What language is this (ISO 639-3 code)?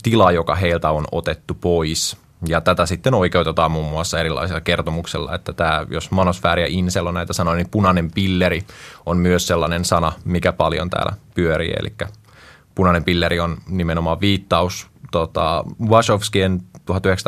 fin